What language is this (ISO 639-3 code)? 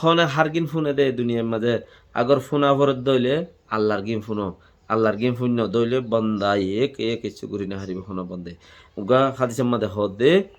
rhg